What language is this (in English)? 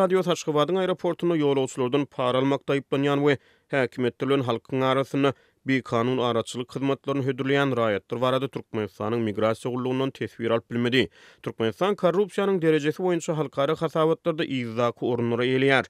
Turkmen